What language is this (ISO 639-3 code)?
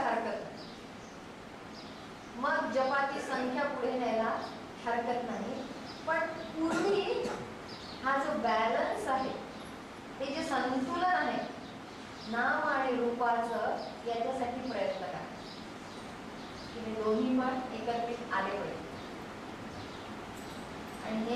mar